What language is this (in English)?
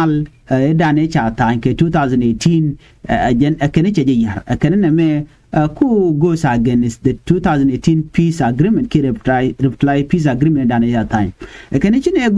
Nuer